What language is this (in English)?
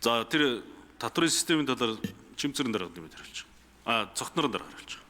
Mongolian